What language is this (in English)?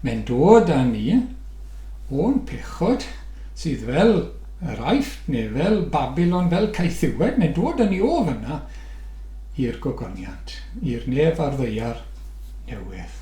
Welsh